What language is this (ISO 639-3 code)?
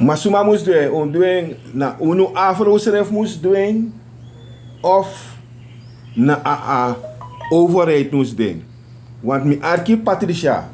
srn